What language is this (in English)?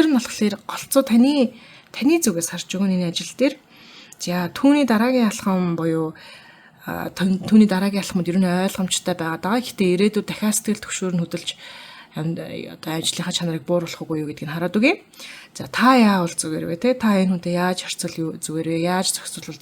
Mongolian